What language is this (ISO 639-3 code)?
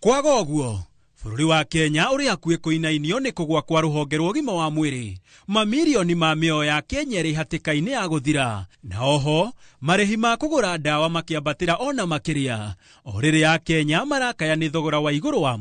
kik